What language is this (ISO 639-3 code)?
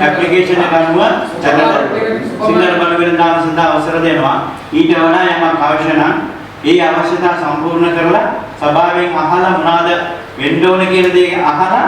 sin